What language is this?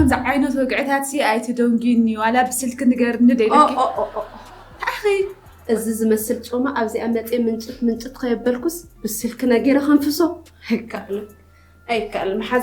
Tigrinya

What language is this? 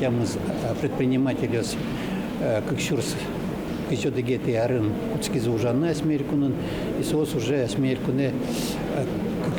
Udmurt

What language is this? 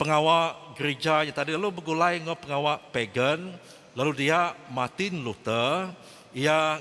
Iban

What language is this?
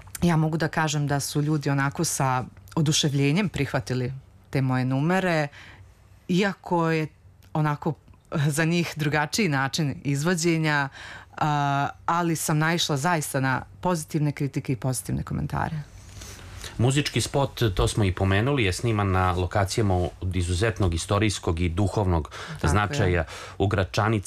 Serbian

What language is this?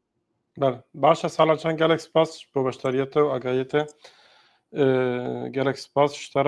Kurdish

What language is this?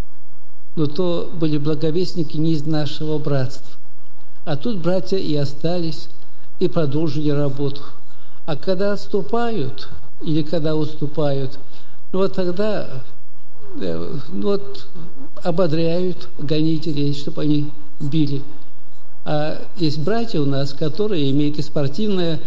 Russian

